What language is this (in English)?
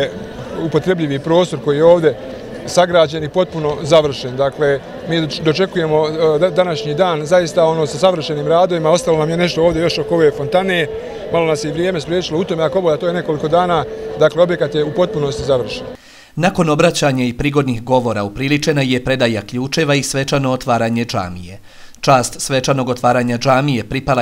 Bosnian